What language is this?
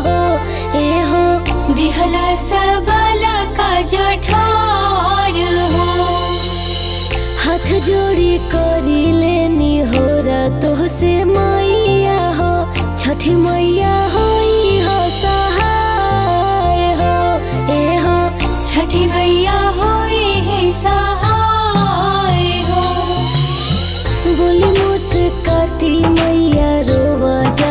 Bhojpuri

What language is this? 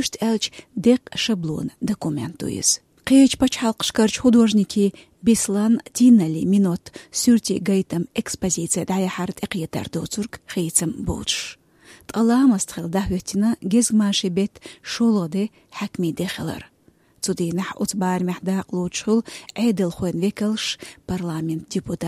Chechen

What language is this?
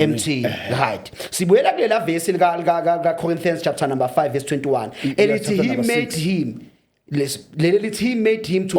Zulu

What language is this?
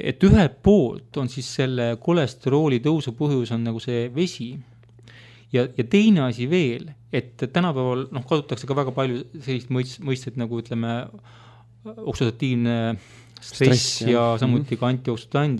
Estonian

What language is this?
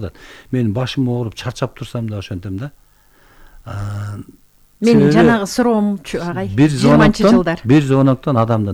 Kyrgyz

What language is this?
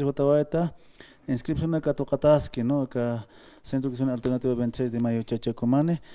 Aymara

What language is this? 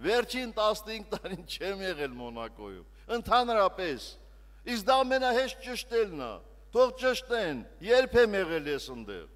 Armenian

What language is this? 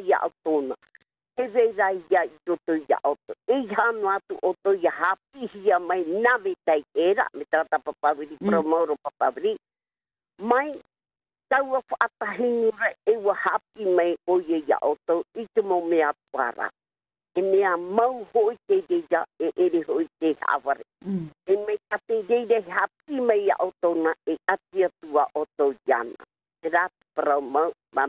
Tahitian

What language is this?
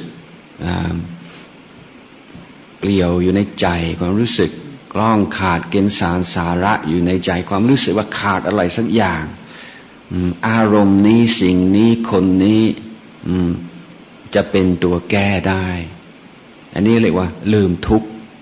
Thai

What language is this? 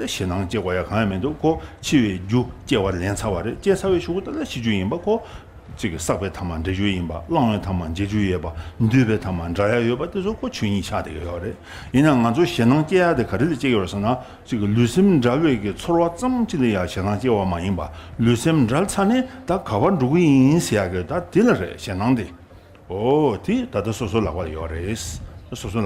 Tibetan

